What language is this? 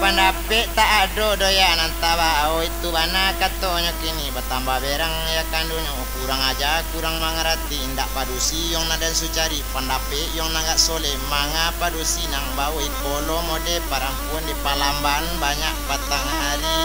Minangkabau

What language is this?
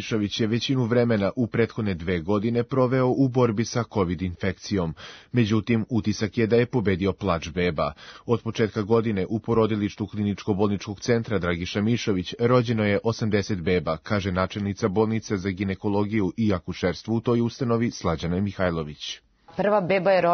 Serbian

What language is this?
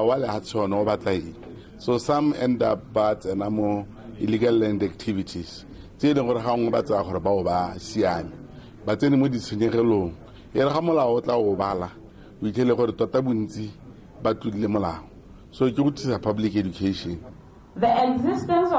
Tswana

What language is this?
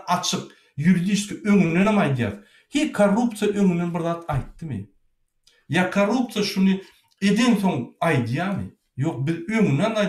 Turkmen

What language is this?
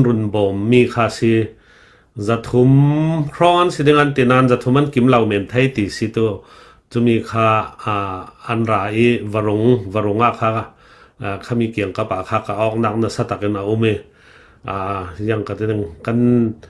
Falam Chin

